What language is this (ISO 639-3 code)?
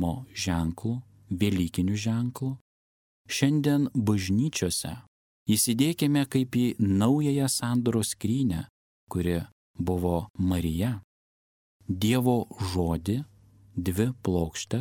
lit